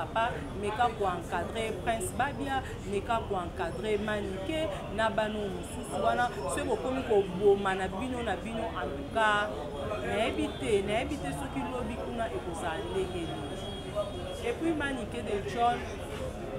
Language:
Lingala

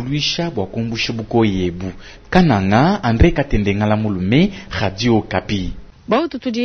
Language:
Luba-Lulua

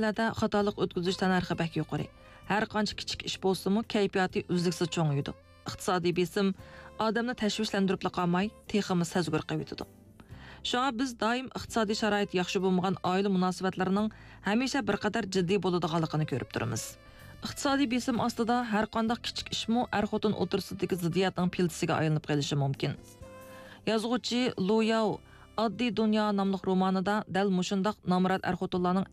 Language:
Uyghur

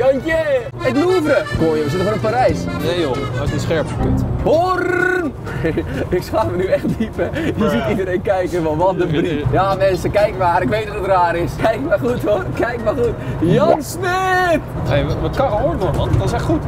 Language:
Dutch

